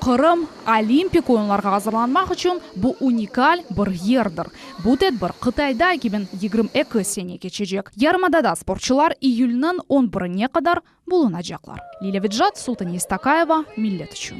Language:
Crimean Tatar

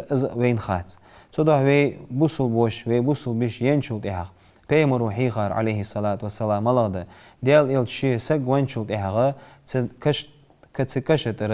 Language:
Ingush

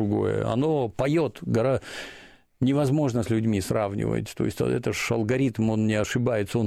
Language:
Russian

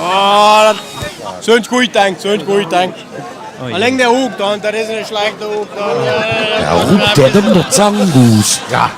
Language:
Limburgish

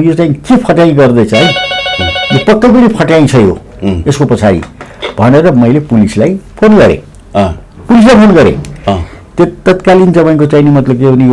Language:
Nepali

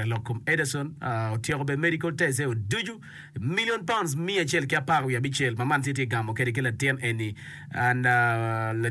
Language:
Acoli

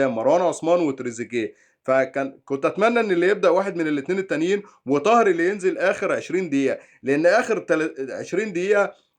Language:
Egyptian Arabic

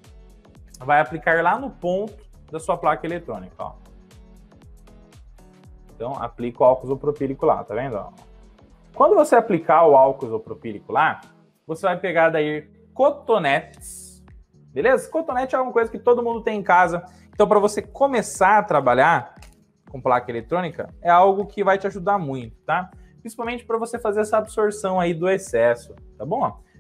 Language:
Portuguese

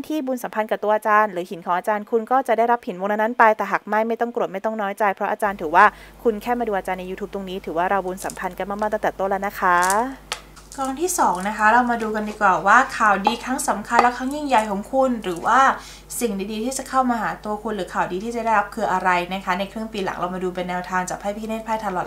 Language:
Thai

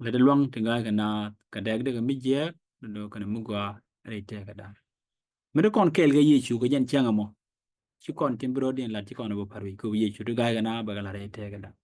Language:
Nuer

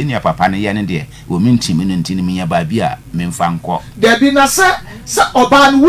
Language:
Akan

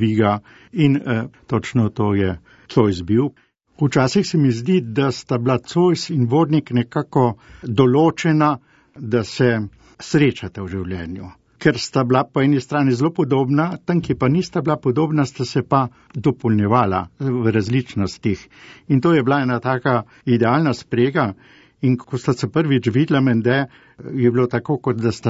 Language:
Slovenian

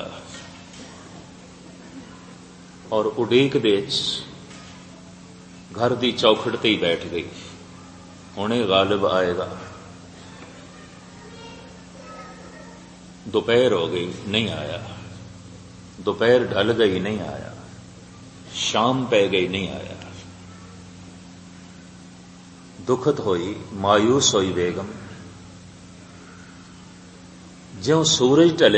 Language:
Punjabi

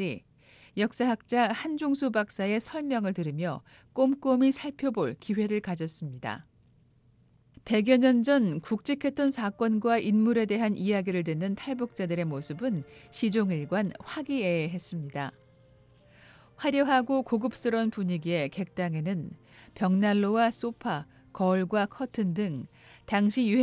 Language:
Korean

